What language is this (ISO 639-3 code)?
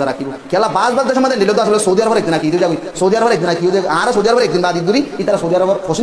rhg